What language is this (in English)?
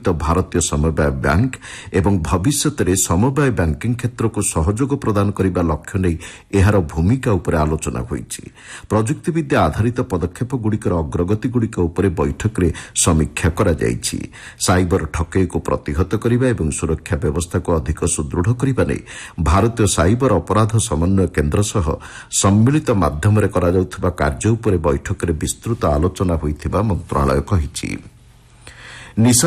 Odia